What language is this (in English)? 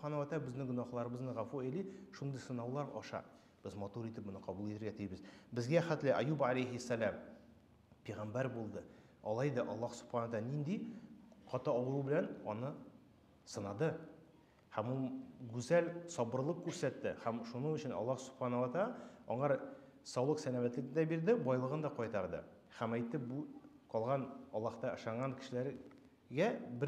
Tatar